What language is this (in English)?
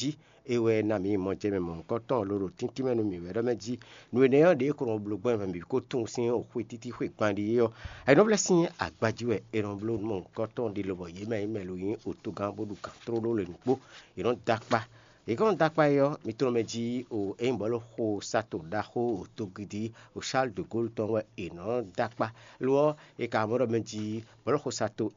Fon